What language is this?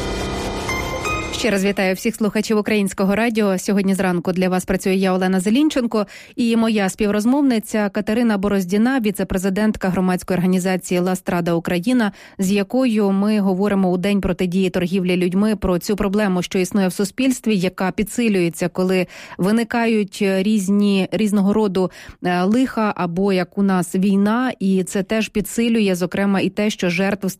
Ukrainian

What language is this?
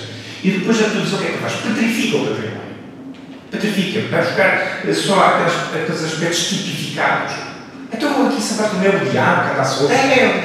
Portuguese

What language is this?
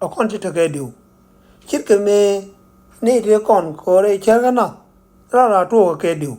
Nuer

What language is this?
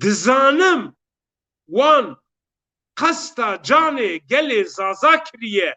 Zaza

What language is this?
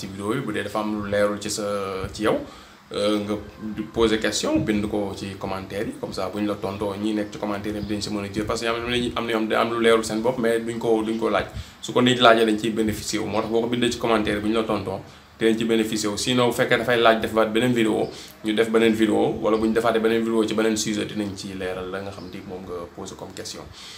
Wolof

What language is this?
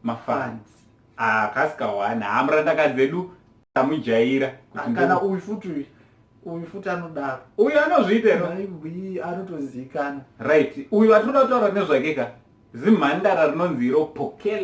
Shona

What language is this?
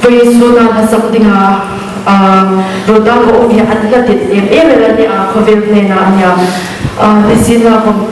Hmar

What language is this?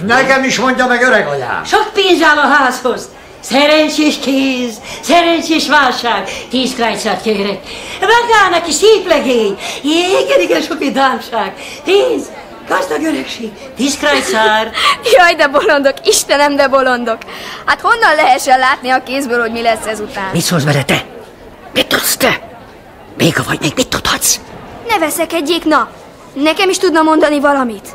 Hungarian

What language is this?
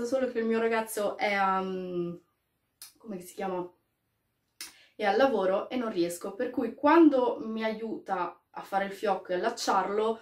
Italian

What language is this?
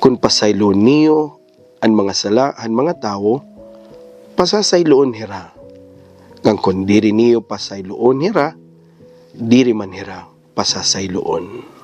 Waray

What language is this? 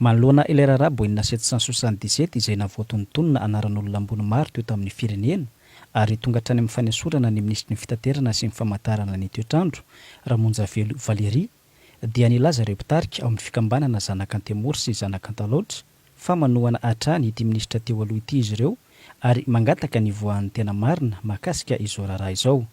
Malagasy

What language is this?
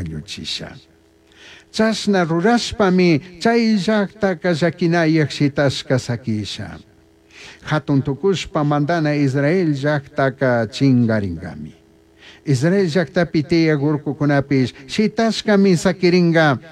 Chimborazo Highland Quichua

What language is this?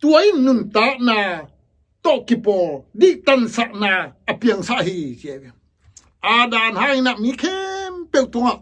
Tedim Chin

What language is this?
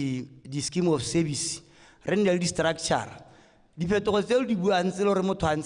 Tswana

